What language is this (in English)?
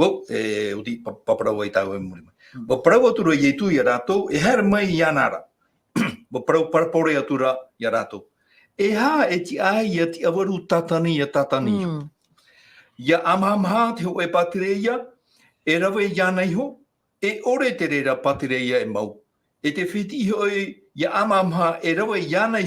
Tahitian